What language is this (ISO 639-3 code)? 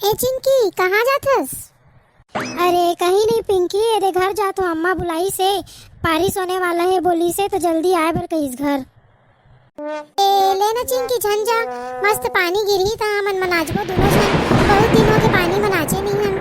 hne